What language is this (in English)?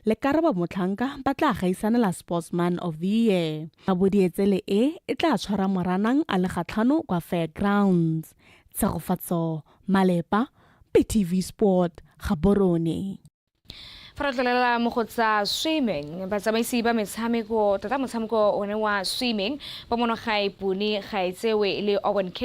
Tswana